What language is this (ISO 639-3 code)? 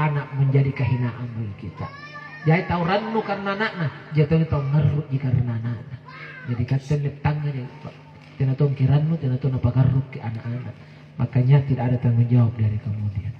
mak